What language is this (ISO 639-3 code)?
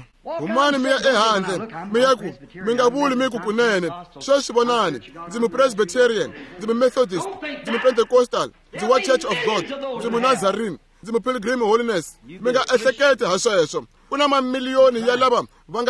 tso